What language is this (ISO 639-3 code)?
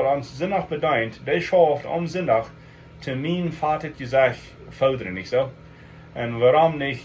pdt